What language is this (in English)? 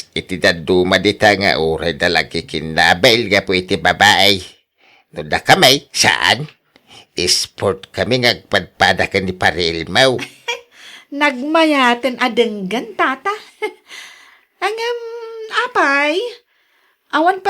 Iloko